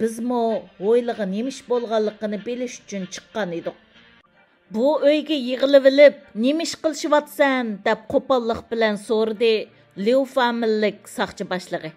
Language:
Uyghur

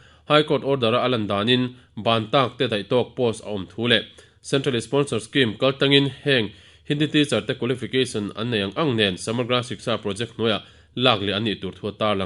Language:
Mizo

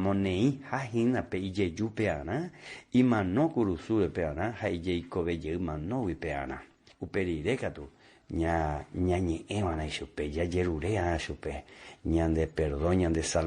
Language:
Guarani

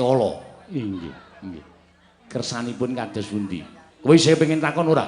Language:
Javanese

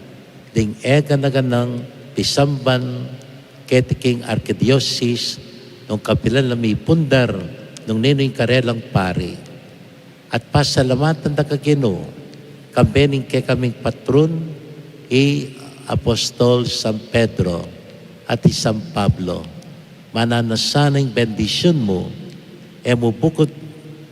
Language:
Pampanga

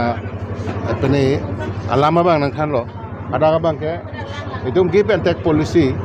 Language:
Karbi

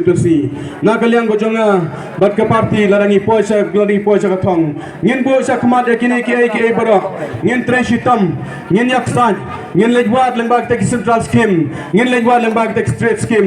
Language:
Khasi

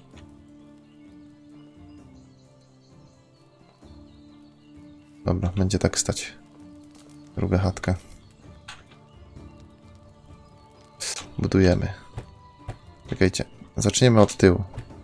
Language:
Polish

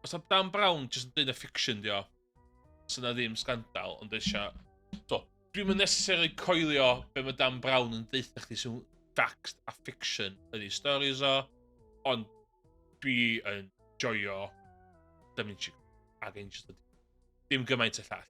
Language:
Welsh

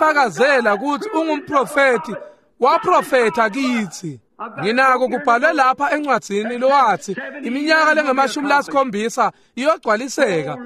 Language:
Swati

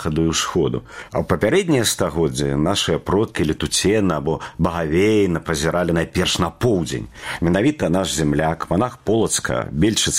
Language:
Belarusian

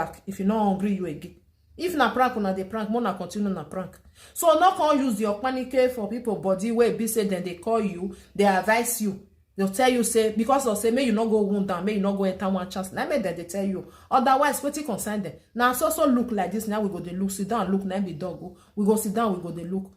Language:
Nigerian Pidgin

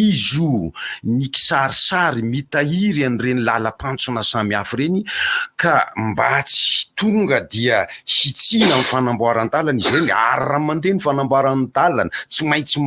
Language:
Malagasy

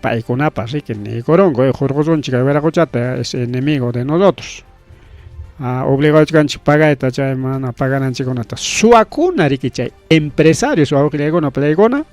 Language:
Ayacucho Quechua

